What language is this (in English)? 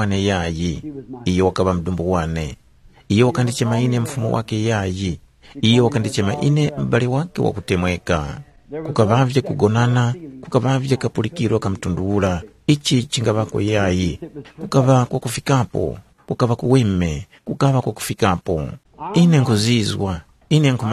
Tumbuka